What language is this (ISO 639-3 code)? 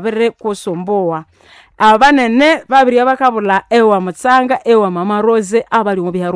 nnb